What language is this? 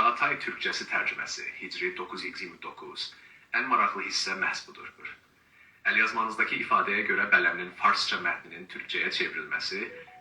South Azerbaijani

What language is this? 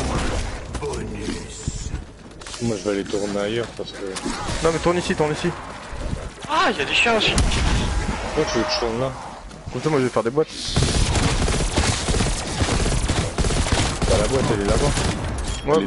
French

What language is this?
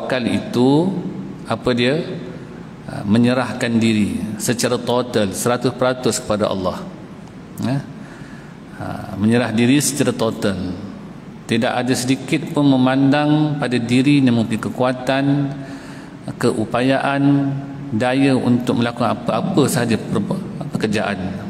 Malay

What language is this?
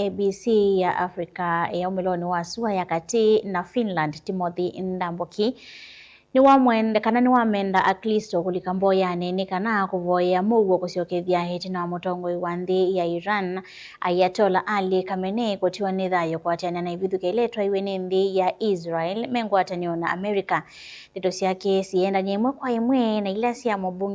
Kamba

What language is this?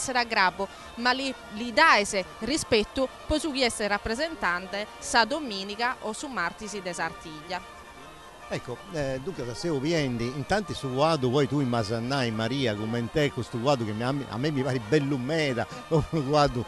Sardinian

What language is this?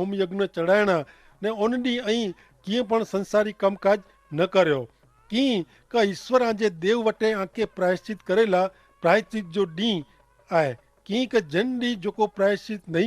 Kachhi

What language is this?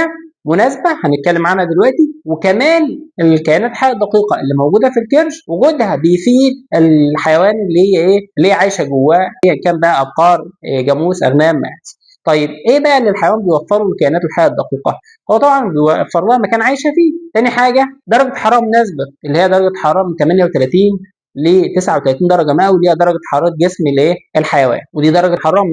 Egyptian Arabic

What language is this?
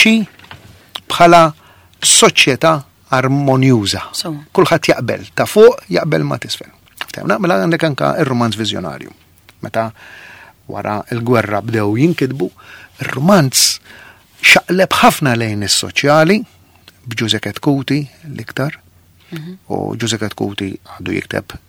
Maltese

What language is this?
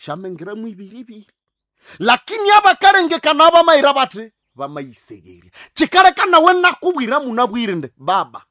Nande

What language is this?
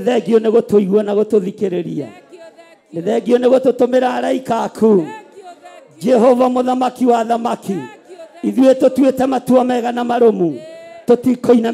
Kikuyu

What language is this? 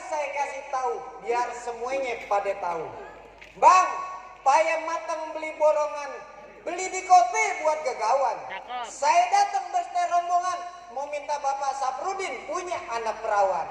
Betawi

